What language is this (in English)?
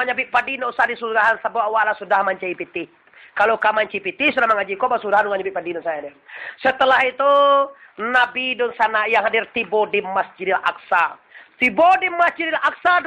Minangkabau